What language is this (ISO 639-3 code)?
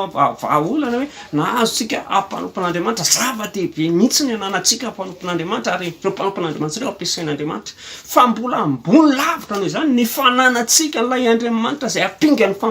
mlg